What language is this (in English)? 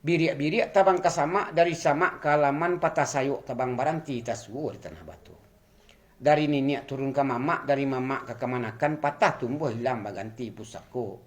Minangkabau